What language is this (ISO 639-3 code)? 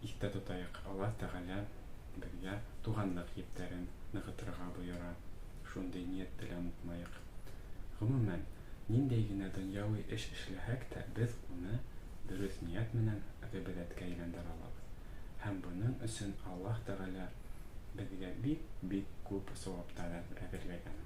bak